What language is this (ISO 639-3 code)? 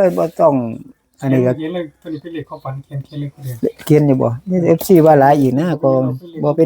tts